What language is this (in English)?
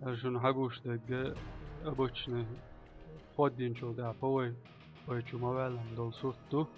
Chechen